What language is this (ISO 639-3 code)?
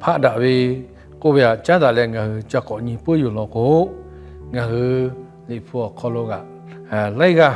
lhu